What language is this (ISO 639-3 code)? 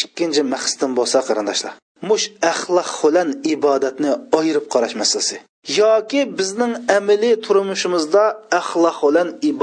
uig